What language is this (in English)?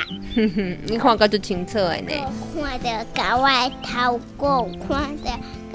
Min Nan Chinese